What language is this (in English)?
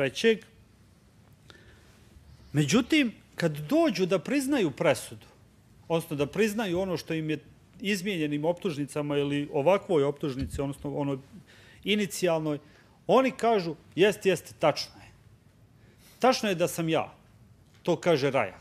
Bosnian